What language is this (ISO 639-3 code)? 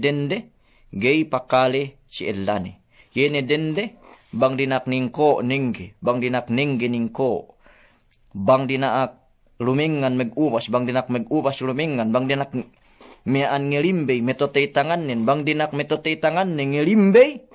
yka